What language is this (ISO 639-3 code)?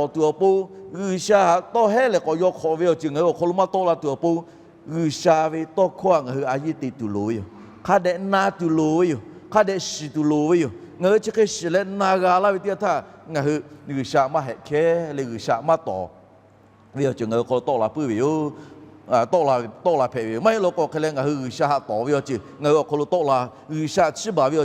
lhu